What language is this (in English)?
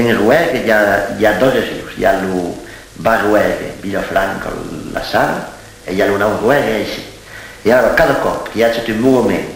Occitan